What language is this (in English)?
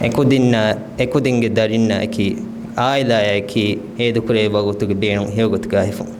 Divehi